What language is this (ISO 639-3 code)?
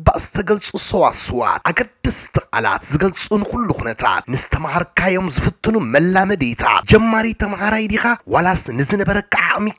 tir